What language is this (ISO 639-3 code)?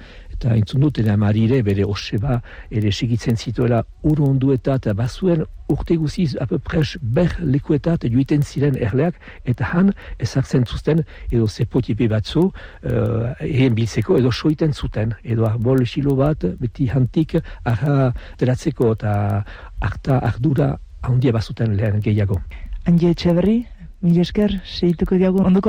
eus